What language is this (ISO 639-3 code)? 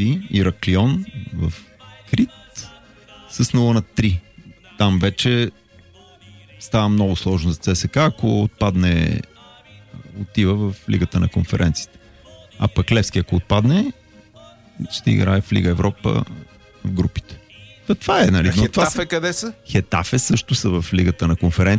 bul